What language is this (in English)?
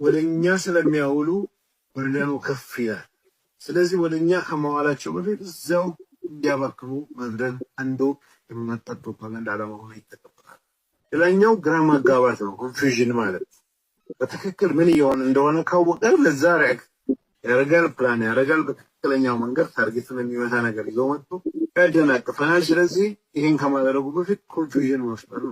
Amharic